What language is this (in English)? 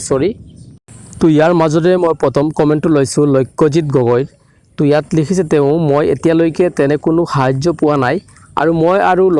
Assamese